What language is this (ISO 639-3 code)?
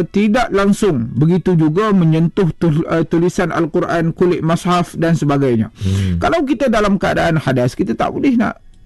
msa